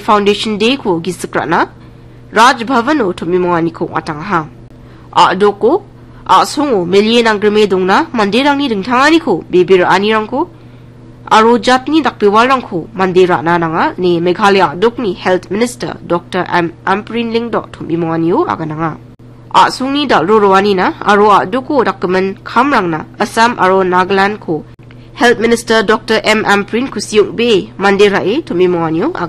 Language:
Garo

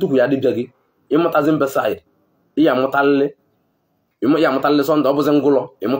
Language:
Igbo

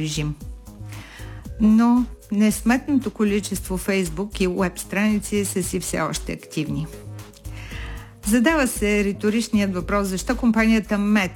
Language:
Bulgarian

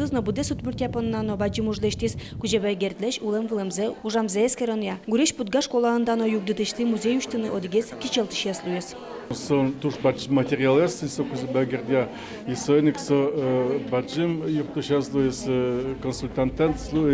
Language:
Udmurt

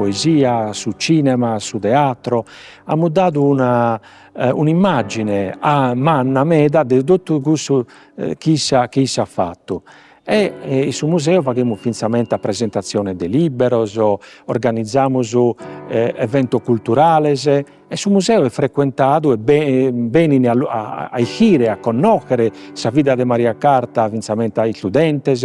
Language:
Sardinian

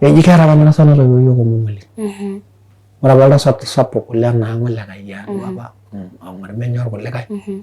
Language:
Masai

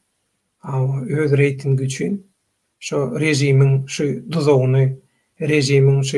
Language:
Turkmen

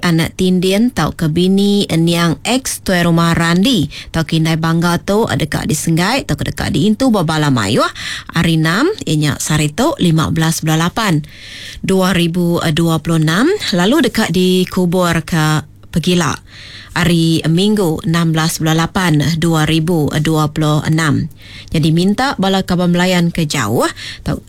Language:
Iban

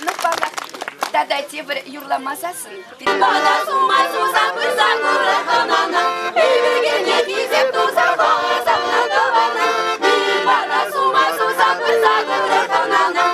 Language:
Chuvash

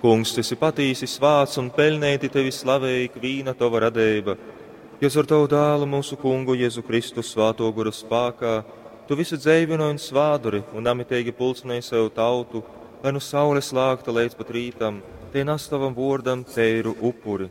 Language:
Latgalian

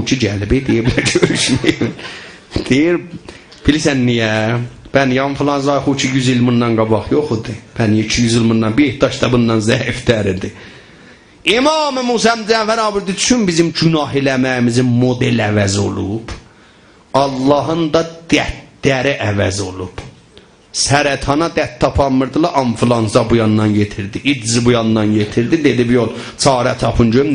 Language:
South Azerbaijani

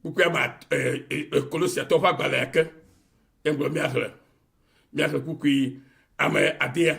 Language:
Ewe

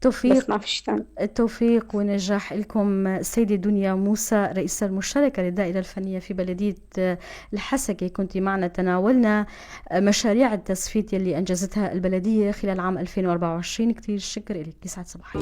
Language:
North Levantine Arabic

